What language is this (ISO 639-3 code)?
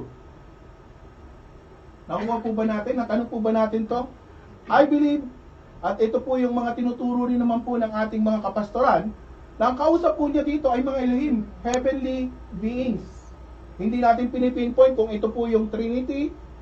fil